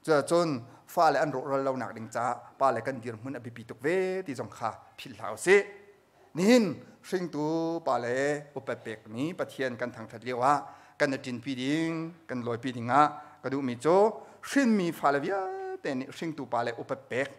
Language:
Hakha Chin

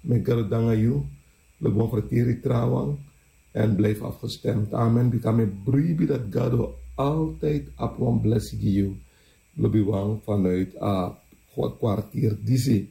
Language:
Sranan Tongo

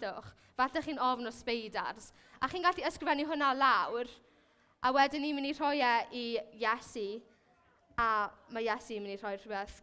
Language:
Welsh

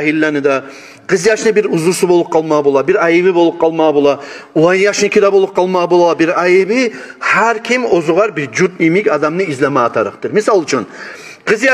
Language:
Kumyk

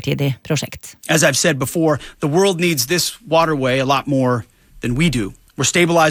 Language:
Norwegian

